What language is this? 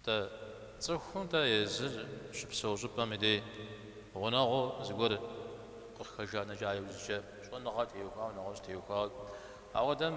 Kabardian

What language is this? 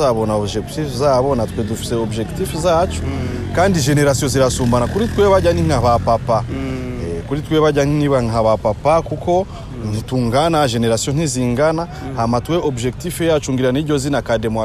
Rundi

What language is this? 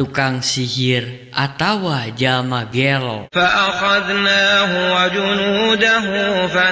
Sundanese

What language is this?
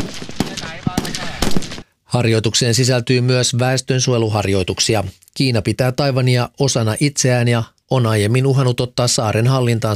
Finnish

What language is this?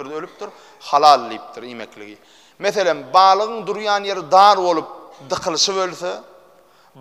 Turkmen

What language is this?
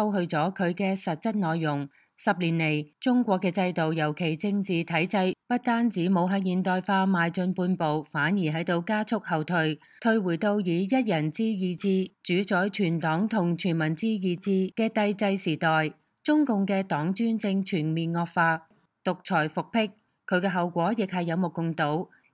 Cantonese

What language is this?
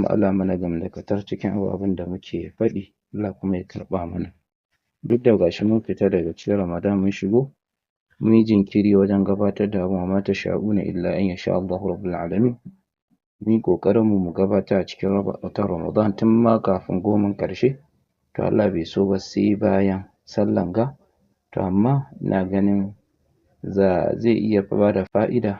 Hausa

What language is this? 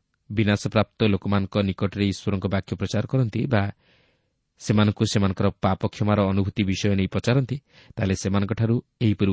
Odia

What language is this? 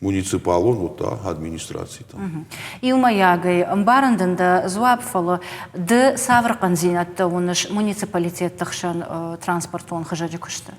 Ossetic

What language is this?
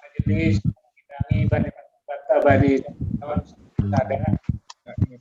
Batak Simalungun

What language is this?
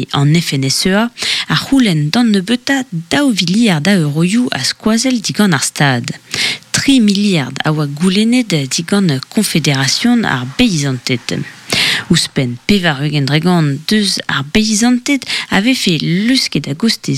Breton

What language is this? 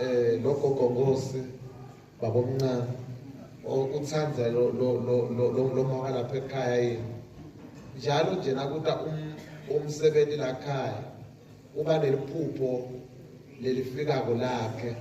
Zulu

